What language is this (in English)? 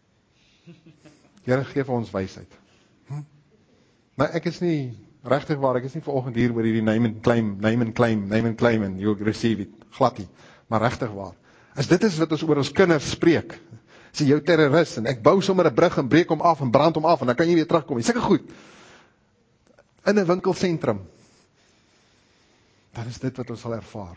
Afrikaans